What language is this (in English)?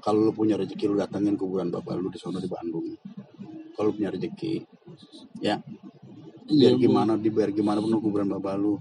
Betawi